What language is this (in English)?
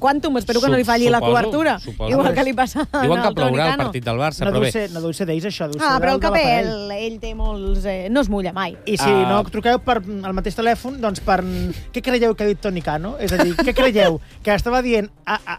Catalan